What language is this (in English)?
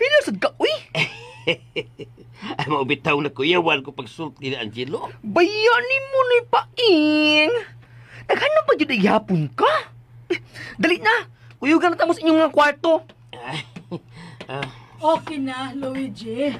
Cebuano